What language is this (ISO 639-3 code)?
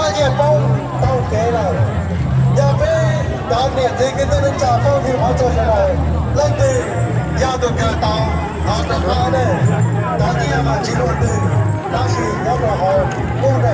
hmn